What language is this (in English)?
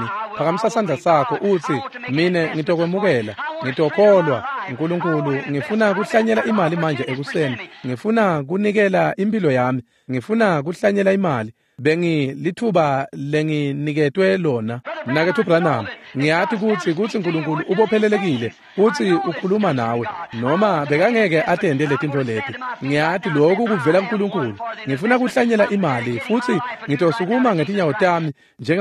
Swati